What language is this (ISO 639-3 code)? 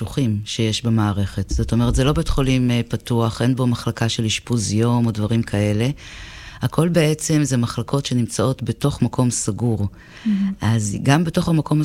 heb